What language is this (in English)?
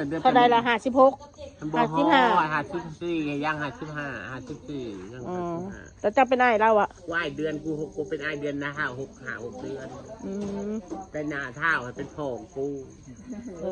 Northeastern Thai